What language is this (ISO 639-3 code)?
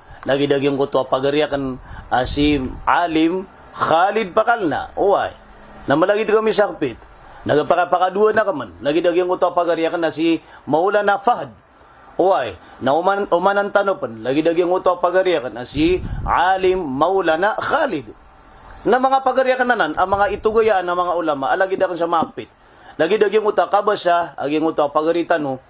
mrw